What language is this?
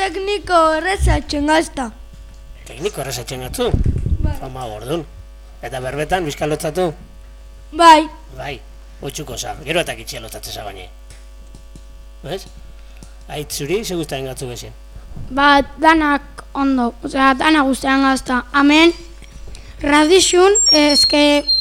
Basque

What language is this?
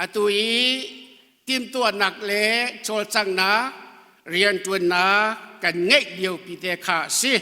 Hakha Chin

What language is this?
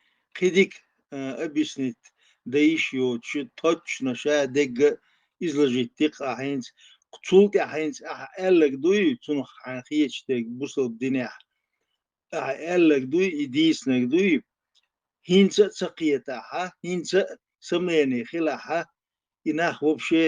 Chechen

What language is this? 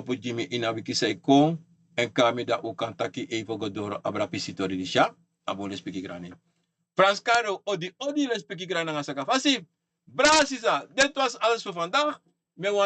Sranan Tongo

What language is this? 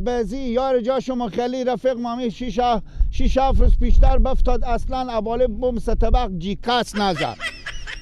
Persian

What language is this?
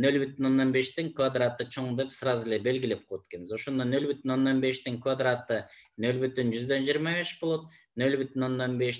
Kyrgyz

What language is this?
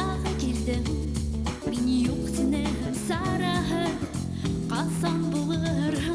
Bashkir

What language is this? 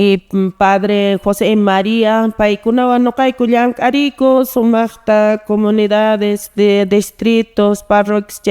Quechua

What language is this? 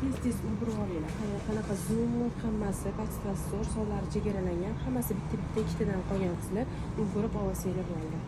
Uzbek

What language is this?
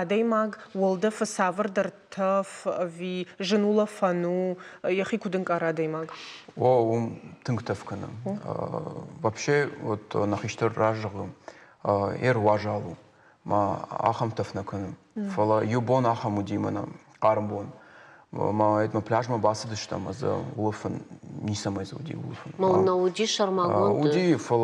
Ossetic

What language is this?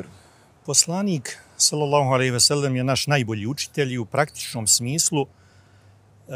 Bosnian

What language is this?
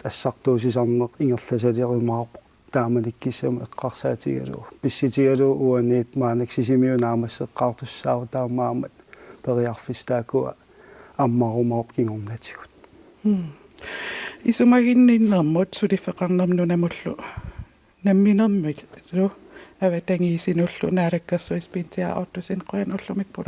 Kalaallisut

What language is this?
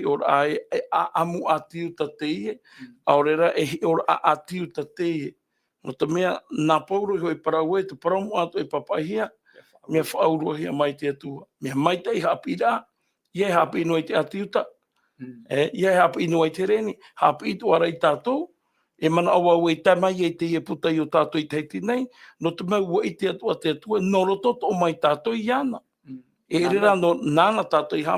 Tahitian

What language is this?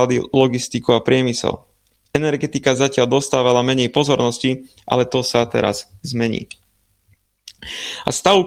Slovak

